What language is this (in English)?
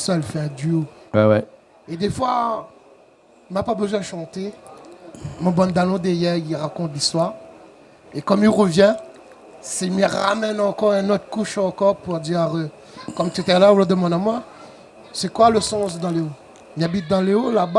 Réunion Creole French